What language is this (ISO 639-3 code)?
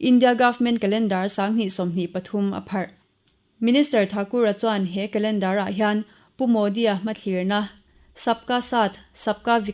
lus